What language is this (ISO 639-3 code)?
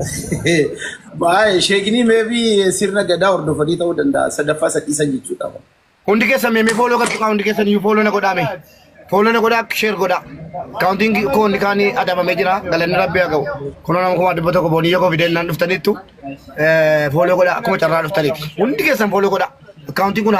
orm